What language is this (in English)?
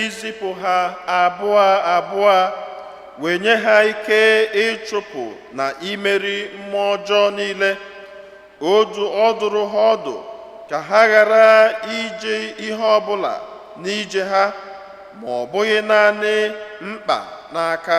Igbo